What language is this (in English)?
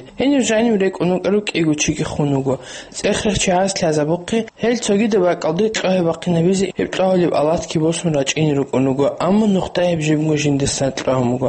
Avaric